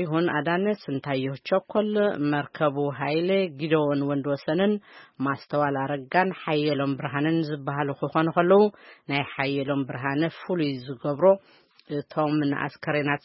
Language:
Tigrinya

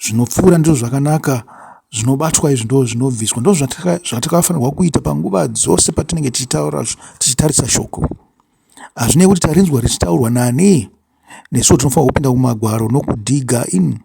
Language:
Shona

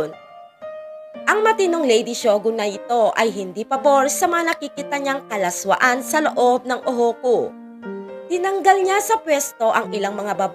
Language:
Filipino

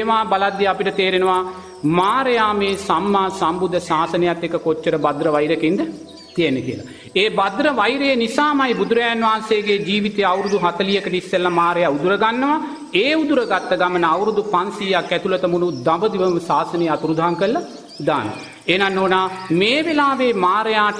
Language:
Sinhala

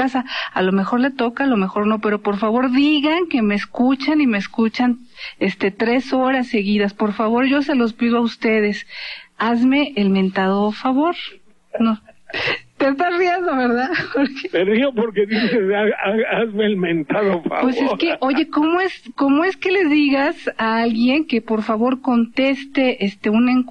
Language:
Spanish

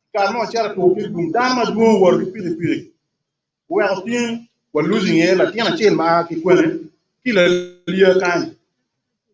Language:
Acoli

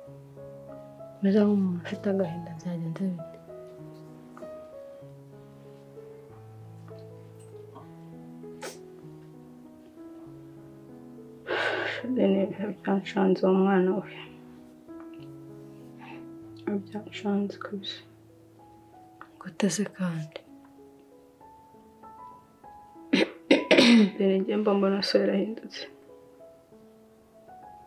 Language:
Kinyarwanda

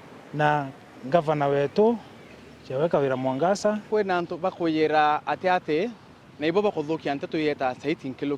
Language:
Meru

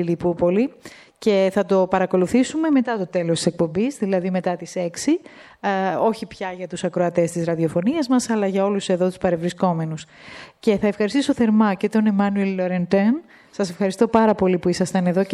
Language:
Greek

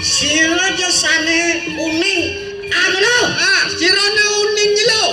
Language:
Balinese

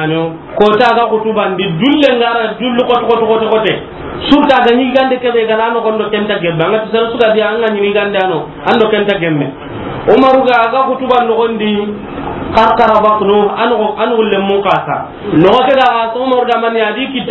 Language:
Soninke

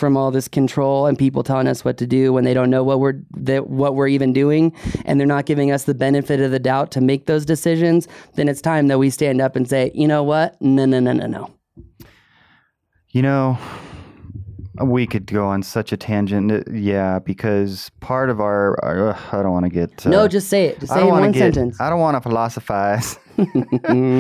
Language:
English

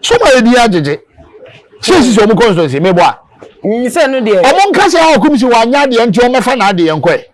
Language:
Akan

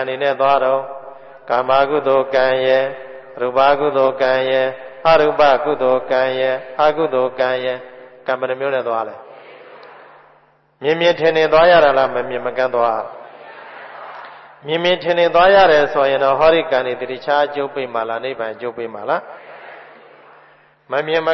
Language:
Burmese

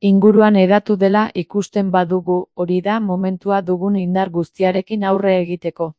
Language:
Basque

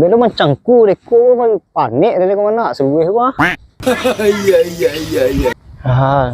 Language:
Minangkabau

